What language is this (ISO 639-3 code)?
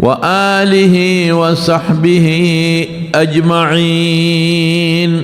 pus